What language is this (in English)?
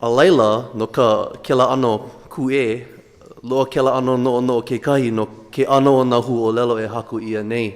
Hawaiian